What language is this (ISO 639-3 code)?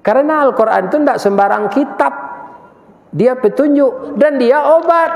min